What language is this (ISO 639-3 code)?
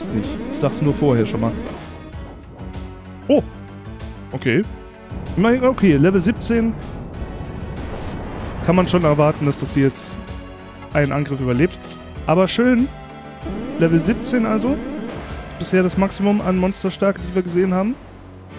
deu